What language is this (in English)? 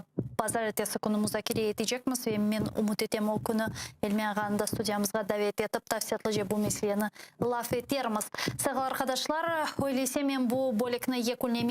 Crimean Tatar